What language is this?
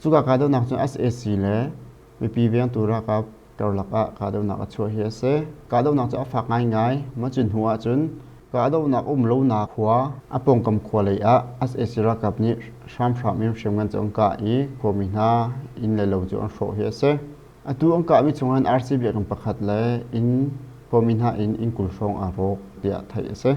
Hakha Chin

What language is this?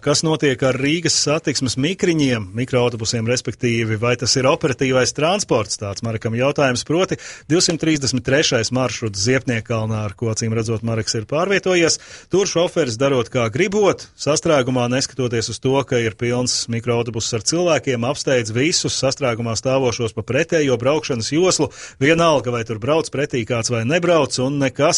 Latvian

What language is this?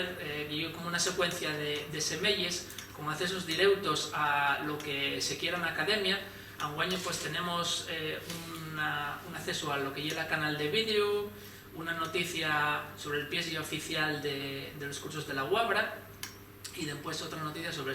Asturian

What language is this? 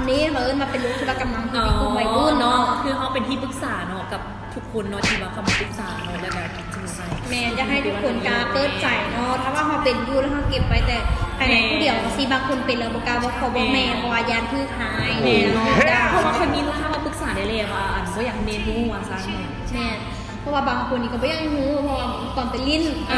Lao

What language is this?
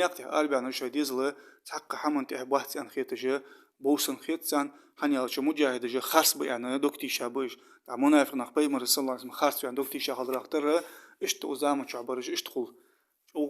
Ingush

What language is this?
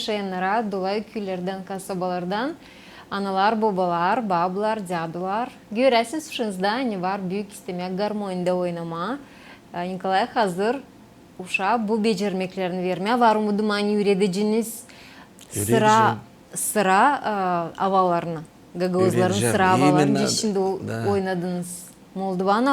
Gagauz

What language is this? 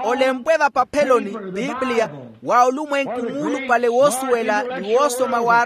Makhuwa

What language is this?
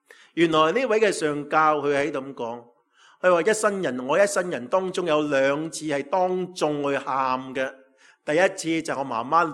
Cantonese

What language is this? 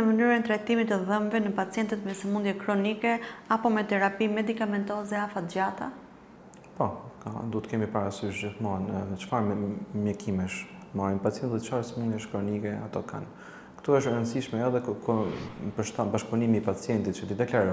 Albanian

